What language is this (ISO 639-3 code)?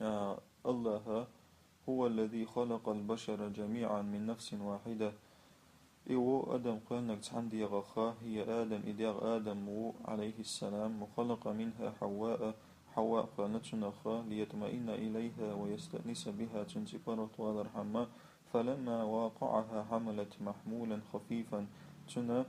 che